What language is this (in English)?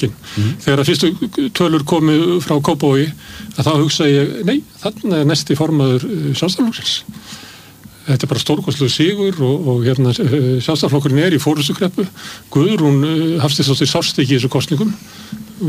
Icelandic